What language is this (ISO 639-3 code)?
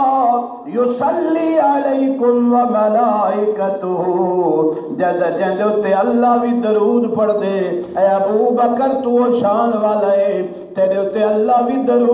skr